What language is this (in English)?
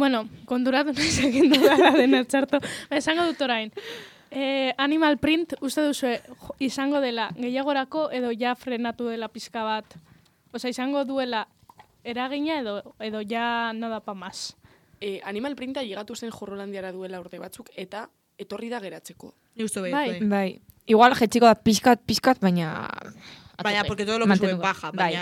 Basque